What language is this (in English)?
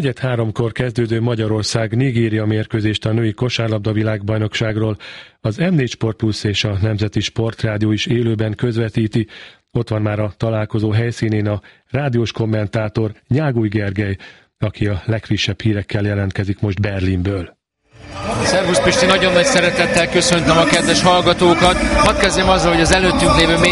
Hungarian